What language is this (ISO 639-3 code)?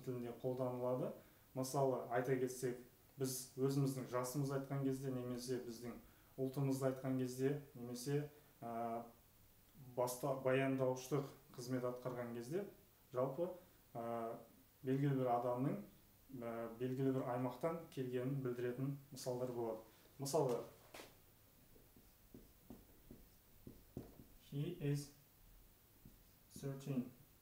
kaz